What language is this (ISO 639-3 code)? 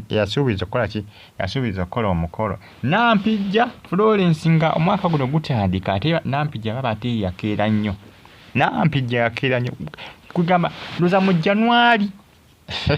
lug